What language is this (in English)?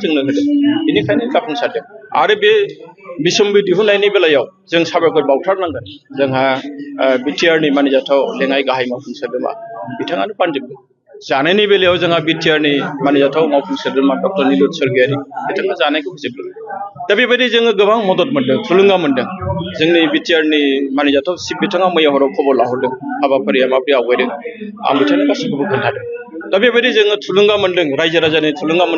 Bodo